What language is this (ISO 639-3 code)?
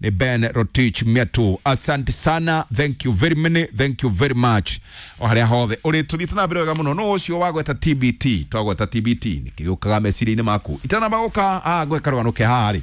kik